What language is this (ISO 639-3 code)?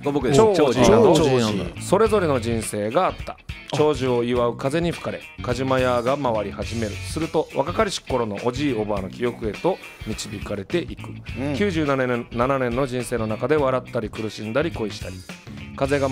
jpn